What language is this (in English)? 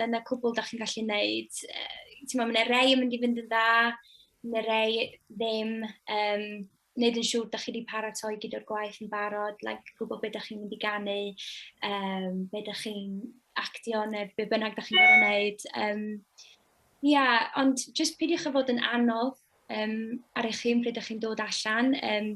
Welsh